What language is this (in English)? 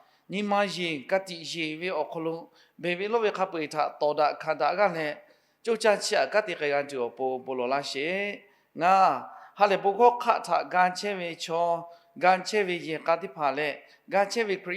Lahu